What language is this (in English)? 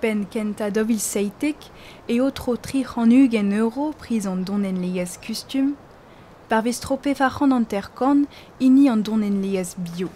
Breton